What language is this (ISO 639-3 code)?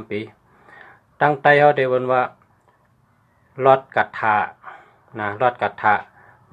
shn